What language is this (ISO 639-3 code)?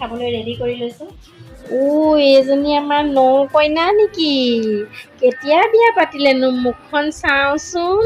asm